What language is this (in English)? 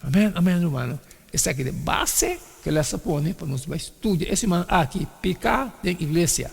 Papiamento